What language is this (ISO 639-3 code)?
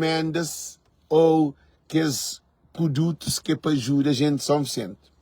kea